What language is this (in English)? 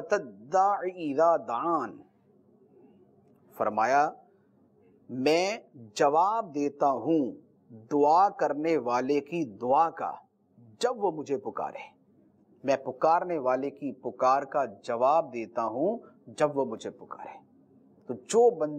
Urdu